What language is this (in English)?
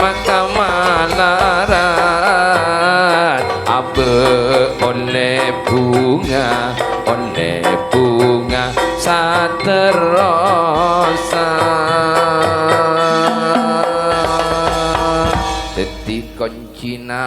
Madurese